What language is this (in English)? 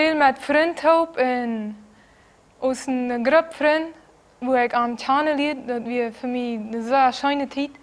Plautdietsch